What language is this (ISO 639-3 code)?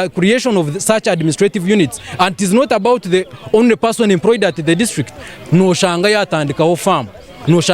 nyn